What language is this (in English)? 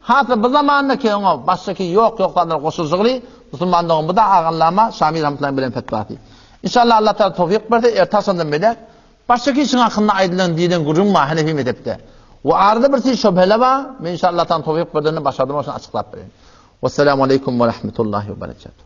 Turkmen